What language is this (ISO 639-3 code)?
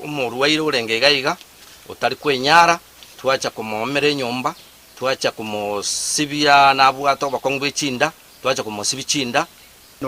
guz